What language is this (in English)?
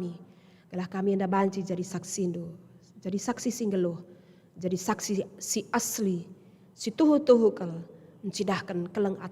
Batak Karo